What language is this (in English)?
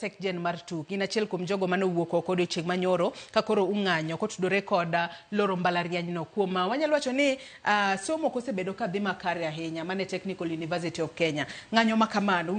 Luo (Kenya and Tanzania)